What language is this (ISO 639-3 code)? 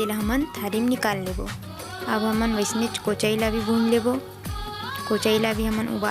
hne